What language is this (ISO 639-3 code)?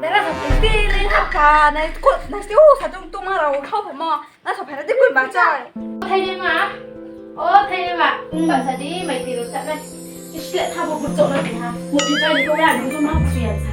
ria